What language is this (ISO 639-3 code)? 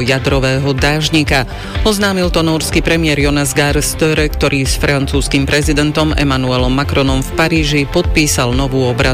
slk